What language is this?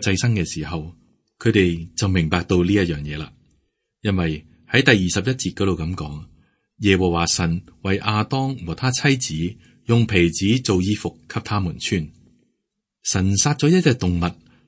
Cantonese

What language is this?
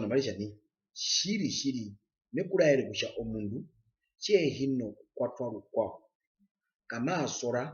Herero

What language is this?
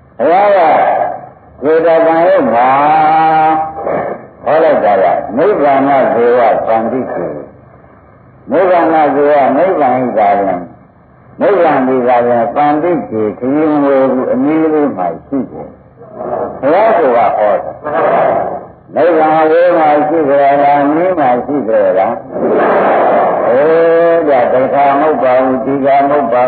Burmese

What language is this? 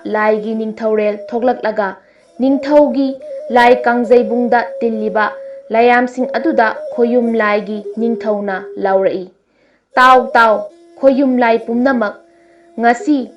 Manipuri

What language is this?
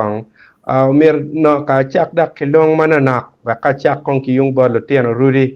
Acoli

